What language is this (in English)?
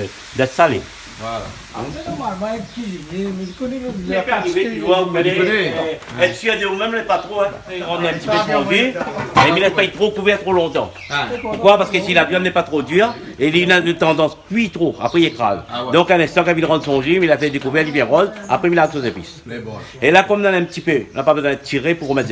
Réunion Creole French